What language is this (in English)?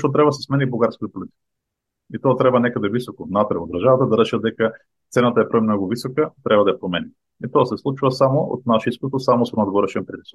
Macedonian